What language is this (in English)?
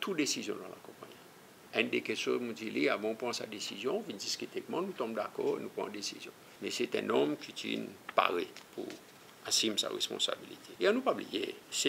Seselwa Creole French